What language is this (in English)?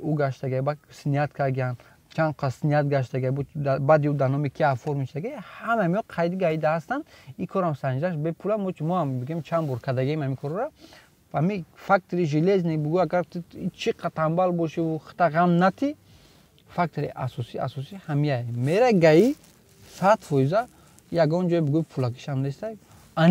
Tajik